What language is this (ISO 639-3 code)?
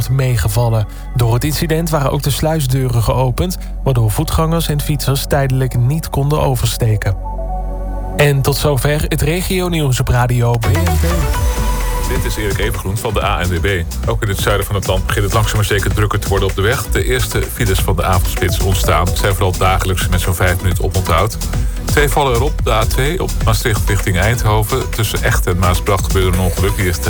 nld